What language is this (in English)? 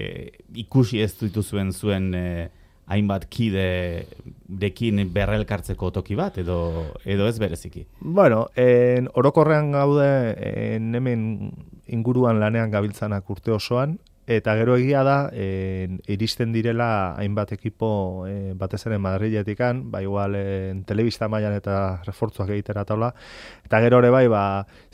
Basque